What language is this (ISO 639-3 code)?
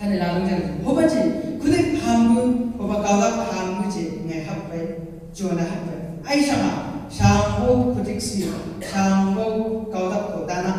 nbc